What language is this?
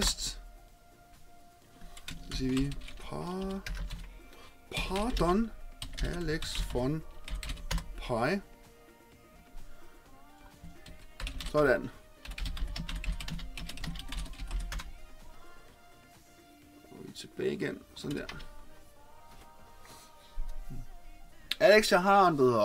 Danish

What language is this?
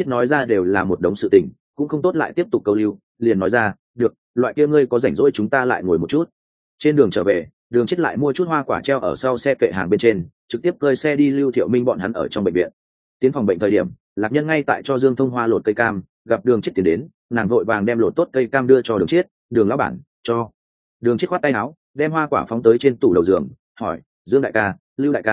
Vietnamese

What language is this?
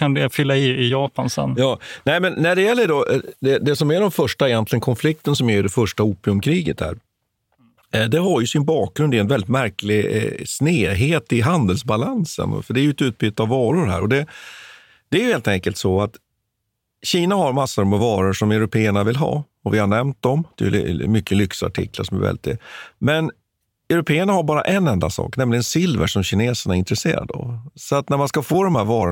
Swedish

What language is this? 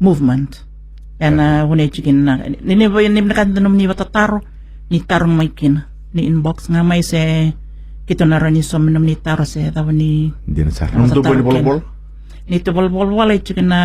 Fijian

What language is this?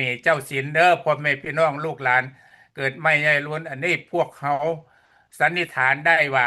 Lao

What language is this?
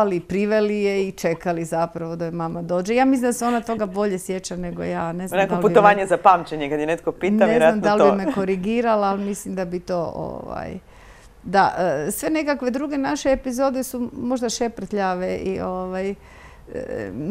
Croatian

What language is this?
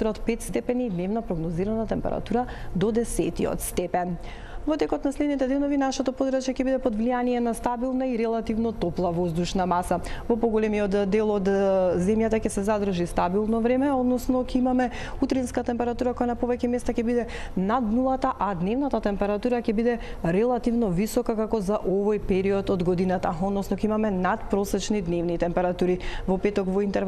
Macedonian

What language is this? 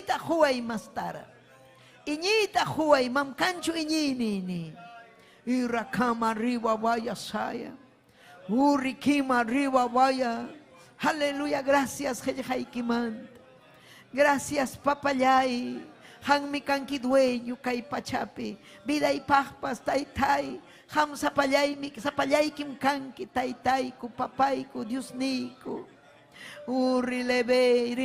Ayacucho Quechua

